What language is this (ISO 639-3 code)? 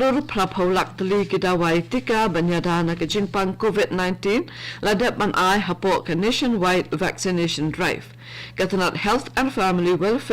kha